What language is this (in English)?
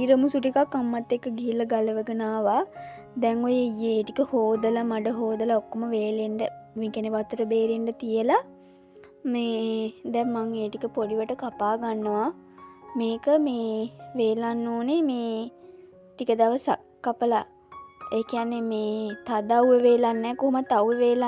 Sinhala